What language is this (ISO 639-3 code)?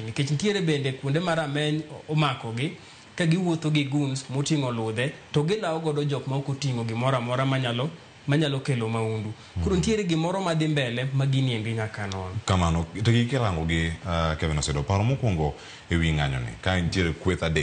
luo